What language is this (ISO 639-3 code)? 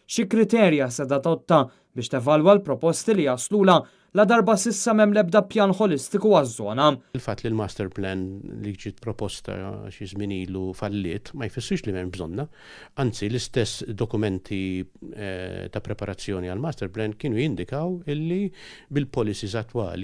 mlt